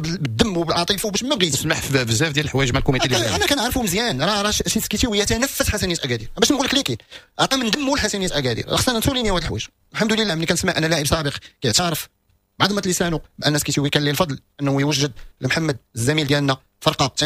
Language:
Moroccan Arabic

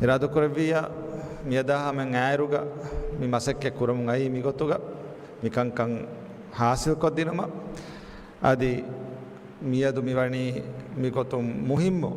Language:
Divehi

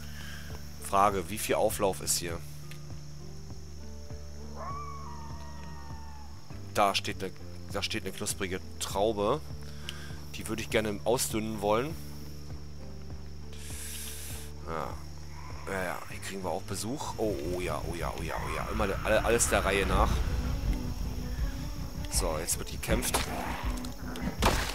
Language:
German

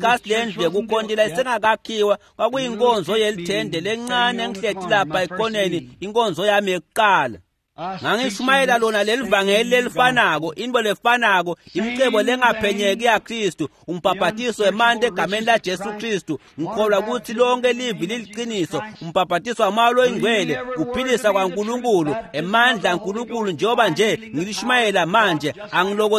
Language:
Swati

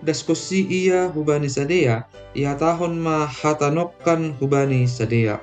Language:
Batak Simalungun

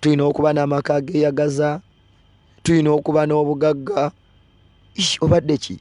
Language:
Ganda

